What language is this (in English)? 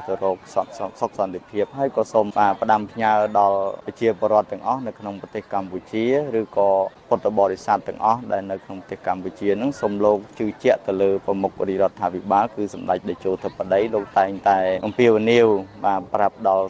Khmer